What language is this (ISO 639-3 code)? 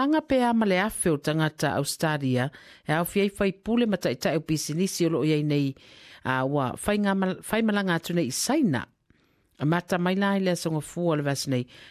smo